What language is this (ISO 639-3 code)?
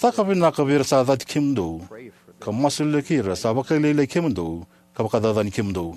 fij